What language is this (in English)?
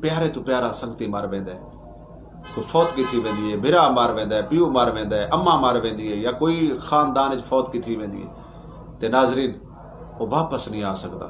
Saraiki